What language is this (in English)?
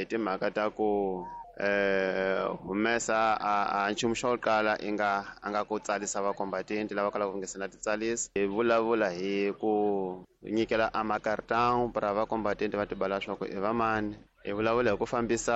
Tsonga